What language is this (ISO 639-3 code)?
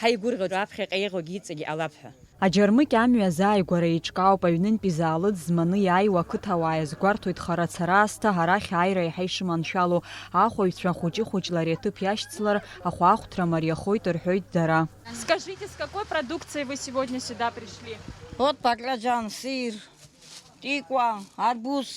abk